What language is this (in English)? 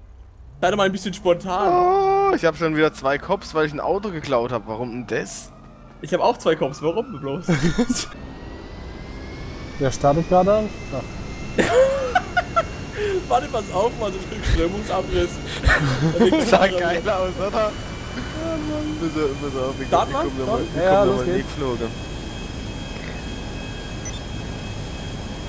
German